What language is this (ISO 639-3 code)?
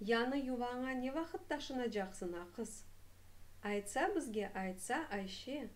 crh